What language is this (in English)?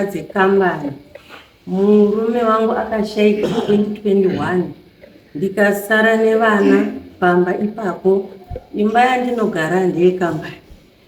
Shona